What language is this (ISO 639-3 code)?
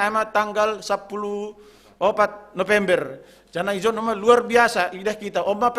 bts